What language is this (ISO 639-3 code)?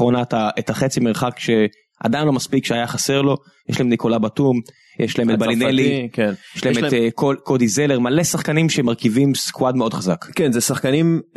heb